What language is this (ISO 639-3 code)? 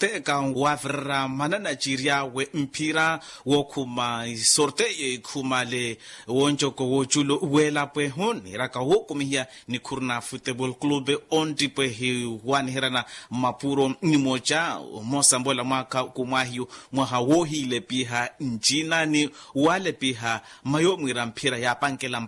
vmw